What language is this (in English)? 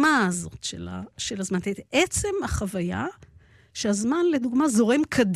Hebrew